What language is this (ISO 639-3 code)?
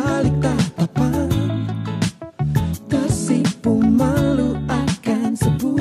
ind